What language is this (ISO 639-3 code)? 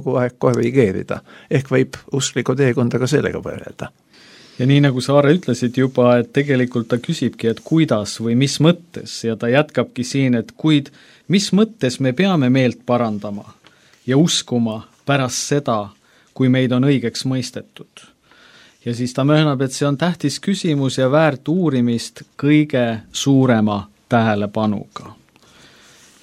est